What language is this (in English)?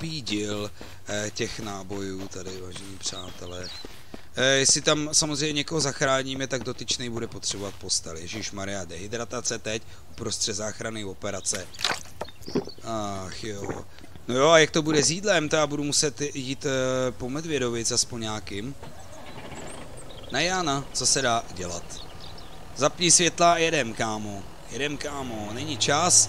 Czech